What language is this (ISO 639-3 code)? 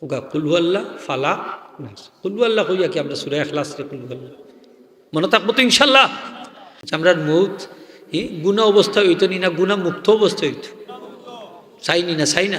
syl